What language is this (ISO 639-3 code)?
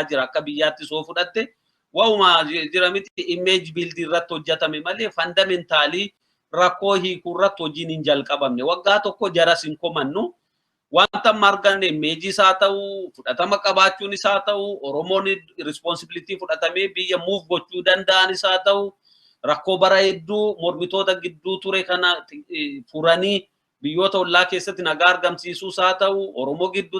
orm